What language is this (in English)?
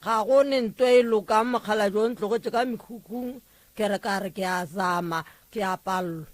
Northern Sotho